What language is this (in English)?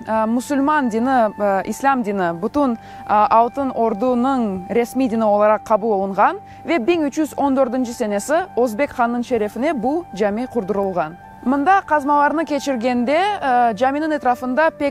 Crimean Tatar